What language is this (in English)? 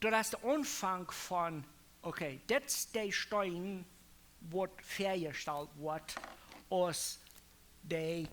Plautdietsch